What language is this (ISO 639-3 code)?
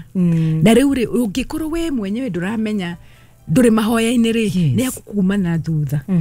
kik